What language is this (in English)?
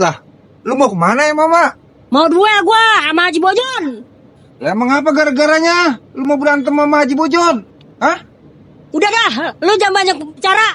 Betawi